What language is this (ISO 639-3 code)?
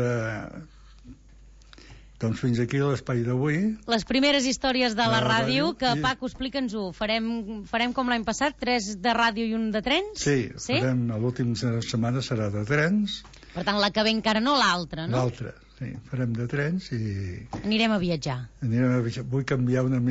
cat